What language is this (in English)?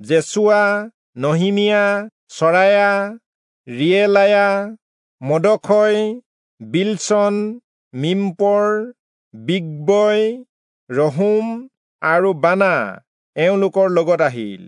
Assamese